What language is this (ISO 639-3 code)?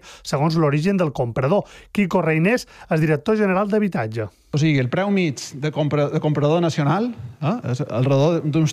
cat